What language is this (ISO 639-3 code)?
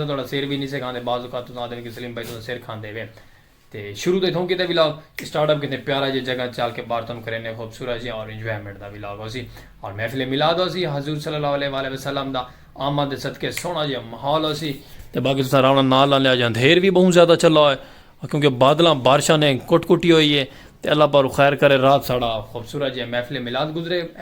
skr